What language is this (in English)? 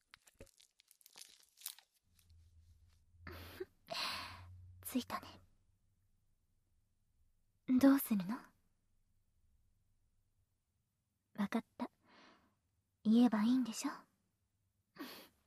Japanese